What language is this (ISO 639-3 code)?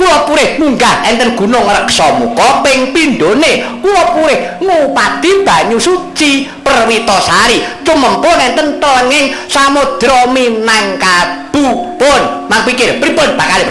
jav